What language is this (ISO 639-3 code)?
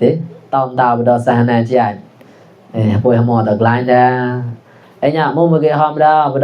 mnw